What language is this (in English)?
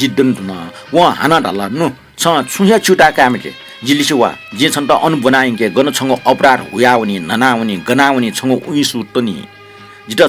Newari